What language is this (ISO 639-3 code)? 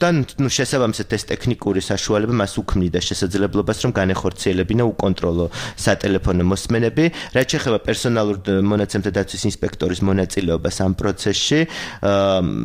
kat